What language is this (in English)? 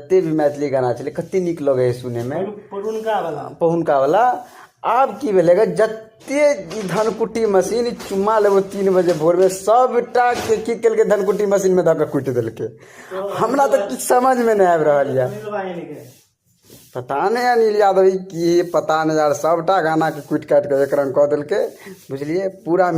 Maithili